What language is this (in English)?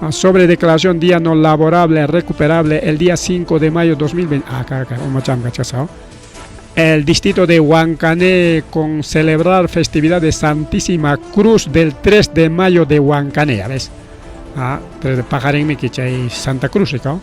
Ayacucho Quechua